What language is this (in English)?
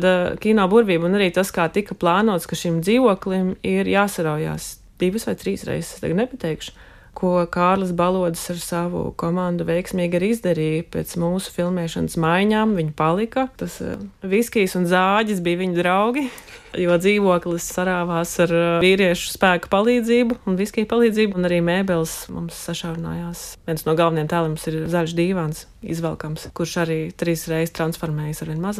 Latvian